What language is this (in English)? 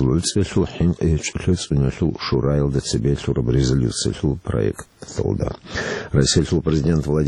Avaric